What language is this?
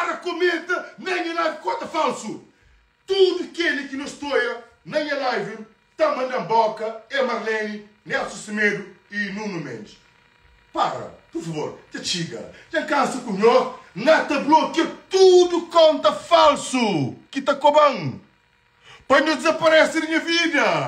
Kabuverdianu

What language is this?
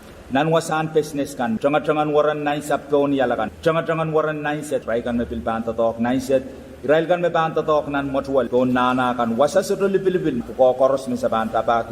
Pohnpeian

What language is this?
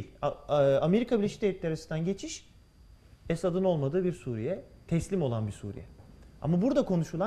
Turkish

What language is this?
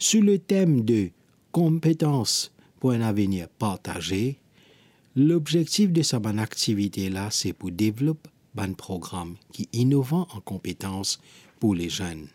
Morisyen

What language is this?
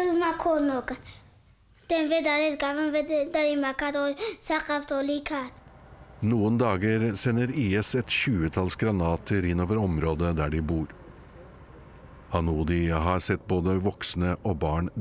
Norwegian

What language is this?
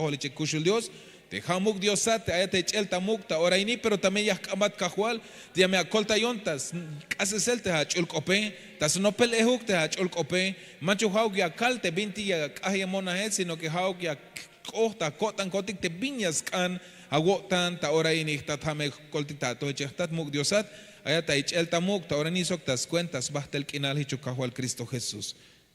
Tzeltal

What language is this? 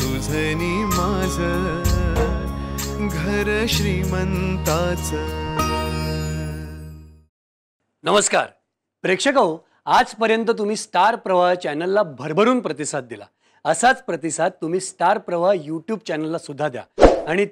Marathi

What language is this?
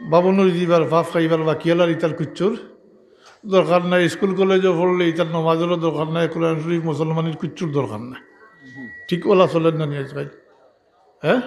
Sylheti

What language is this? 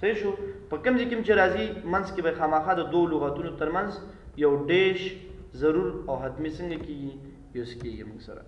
Pashto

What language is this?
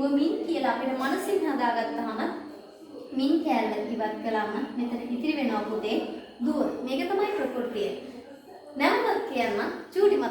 Sinhala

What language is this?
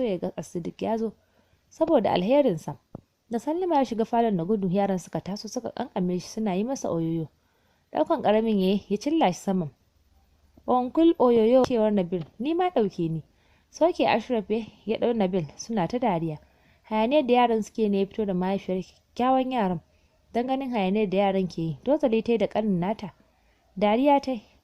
Hausa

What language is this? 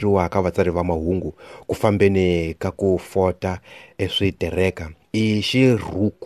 Tsonga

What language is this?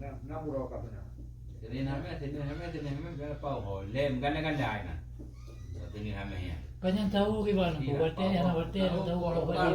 Achinese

